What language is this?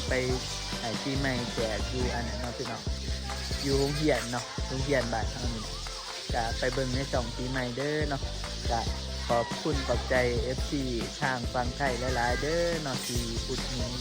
Northeastern Thai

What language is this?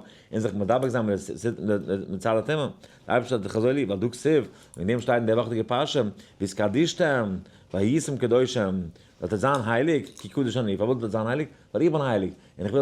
Yiddish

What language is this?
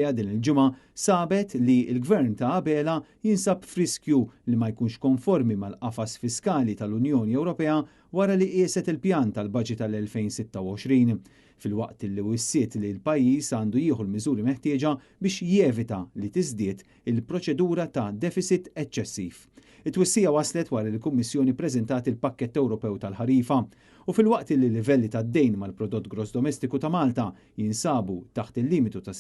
Maltese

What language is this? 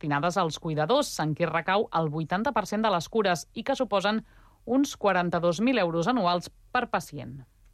Catalan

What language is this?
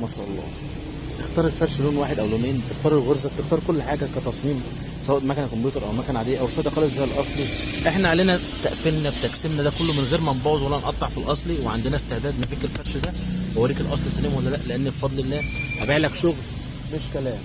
Egyptian Arabic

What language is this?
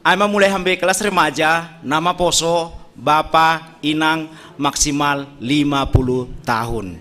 Batak Simalungun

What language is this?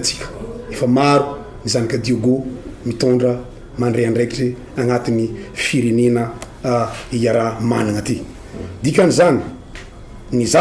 Malagasy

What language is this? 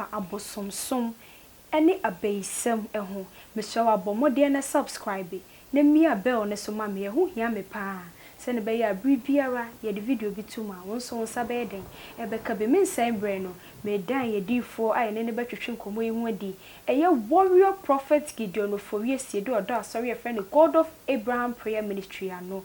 Akan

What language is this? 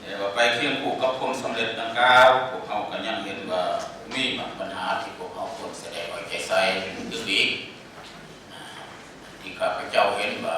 Lao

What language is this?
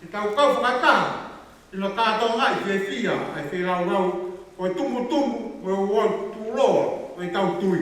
Tongan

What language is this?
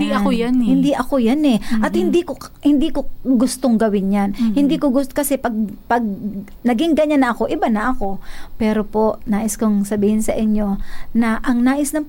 Filipino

